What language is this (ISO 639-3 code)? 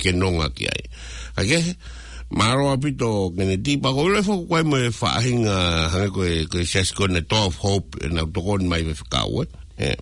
ton